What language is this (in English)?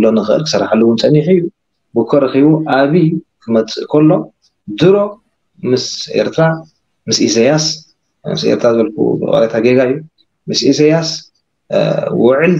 Tigrinya